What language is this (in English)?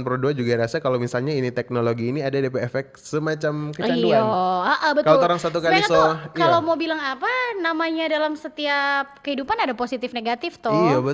Manado Malay